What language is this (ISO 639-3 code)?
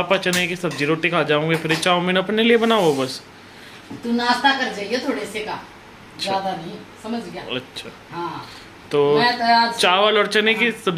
hin